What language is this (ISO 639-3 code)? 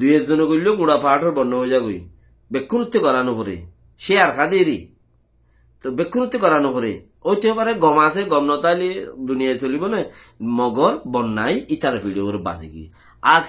rhg